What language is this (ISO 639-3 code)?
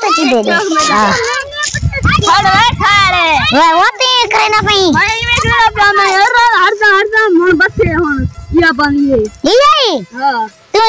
skr